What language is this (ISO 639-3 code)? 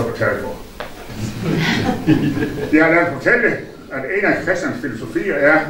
dan